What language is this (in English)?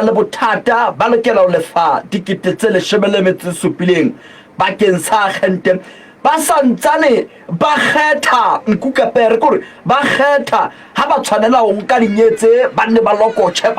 Southern Sotho